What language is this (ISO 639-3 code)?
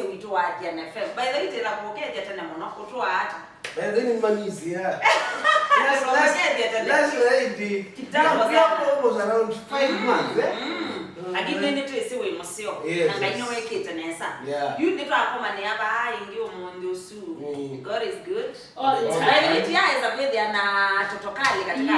kam